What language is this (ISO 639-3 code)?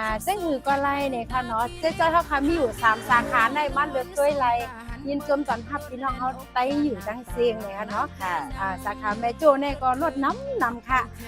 shn